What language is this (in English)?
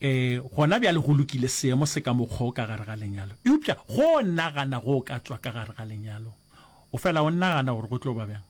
Northern Sotho